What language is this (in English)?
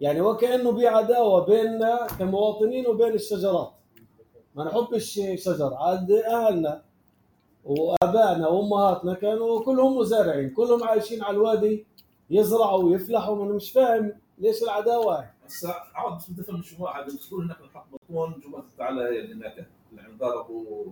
North Levantine Arabic